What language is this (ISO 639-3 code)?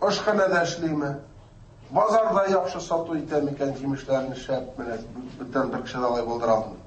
tat